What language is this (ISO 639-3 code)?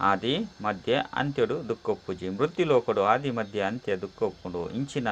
tcy